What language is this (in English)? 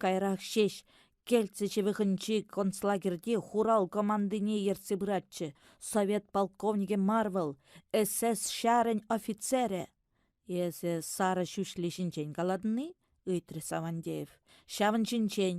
Chuvash